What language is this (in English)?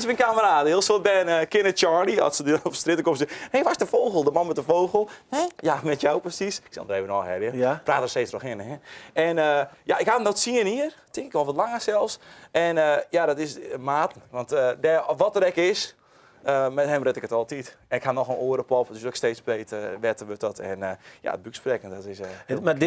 Western Frisian